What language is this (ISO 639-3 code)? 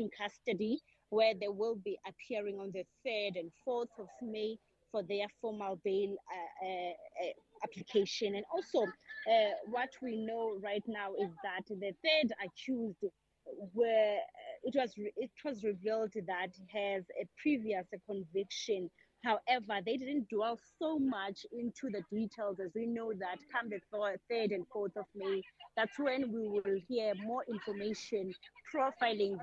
eng